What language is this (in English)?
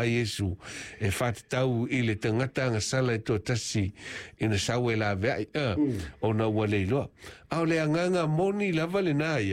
Samoan